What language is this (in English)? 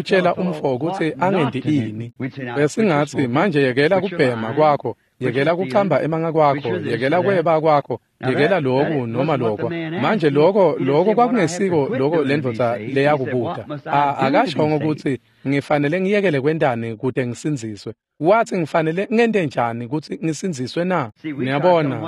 Swati